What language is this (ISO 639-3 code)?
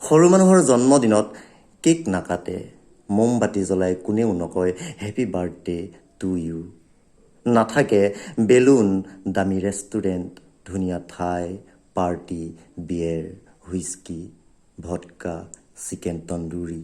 asm